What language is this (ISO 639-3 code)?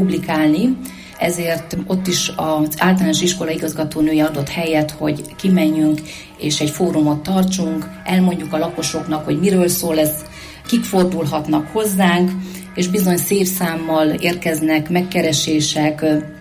hun